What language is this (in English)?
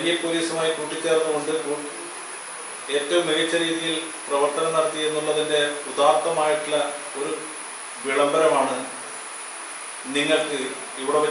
Malayalam